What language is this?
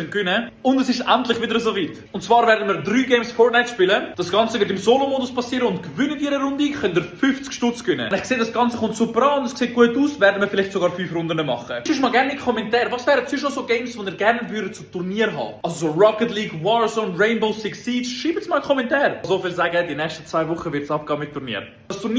Swiss German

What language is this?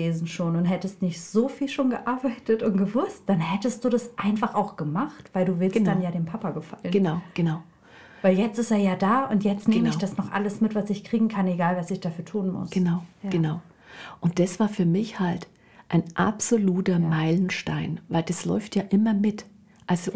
German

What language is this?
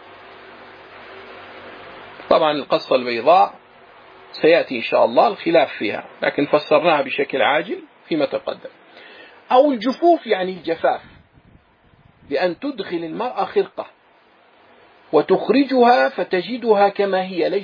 Arabic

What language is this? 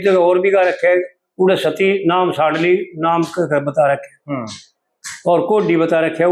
Haryanvi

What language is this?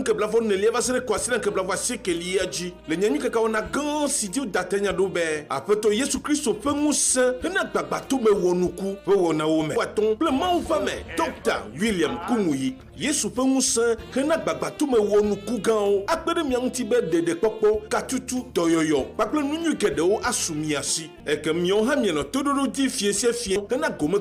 Ewe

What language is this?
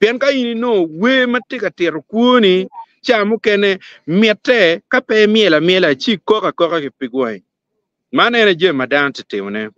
Acoli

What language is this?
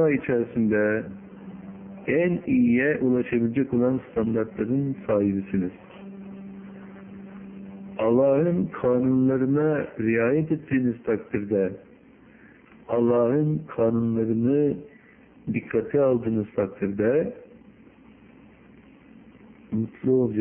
Turkish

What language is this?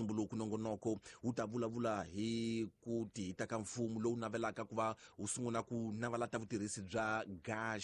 Tsonga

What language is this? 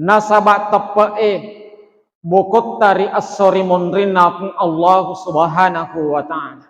Buginese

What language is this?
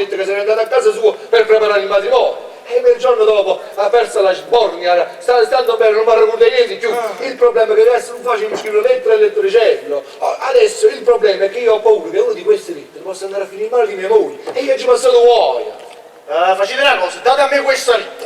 Neapolitan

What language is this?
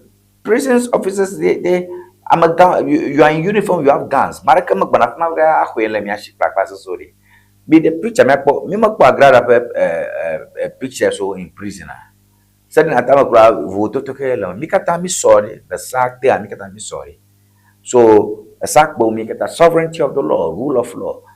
Ewe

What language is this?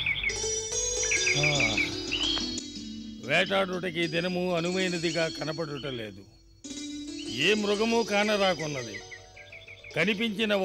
Telugu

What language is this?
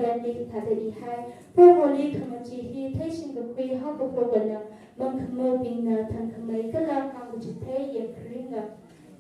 Tangkhul Naga (India)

